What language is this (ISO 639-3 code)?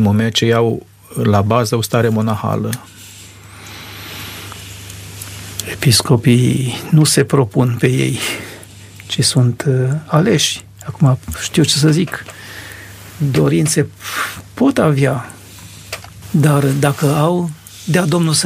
ron